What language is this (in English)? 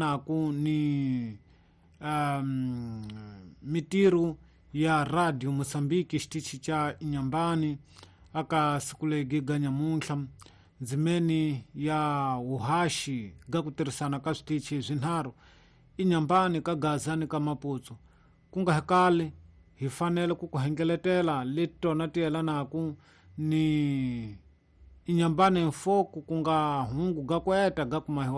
Tsonga